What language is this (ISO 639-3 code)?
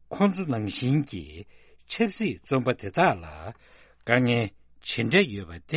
bod